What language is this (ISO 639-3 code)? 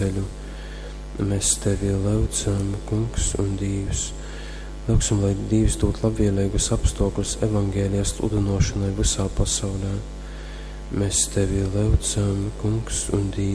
ltg